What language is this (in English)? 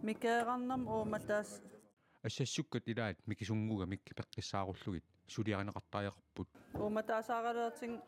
Kalaallisut